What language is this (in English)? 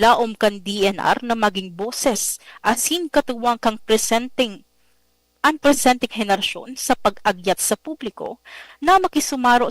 Bikol